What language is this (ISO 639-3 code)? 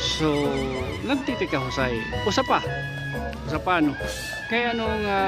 war